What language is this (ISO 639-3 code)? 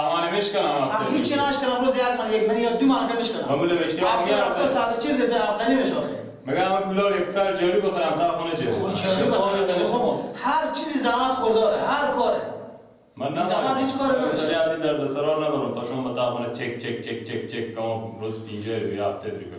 fas